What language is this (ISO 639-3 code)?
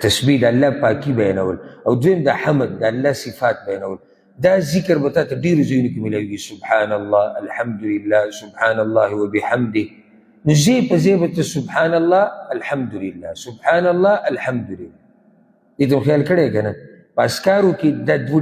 pus